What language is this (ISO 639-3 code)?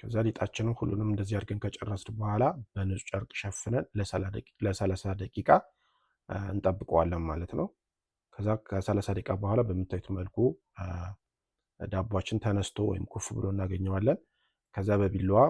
amh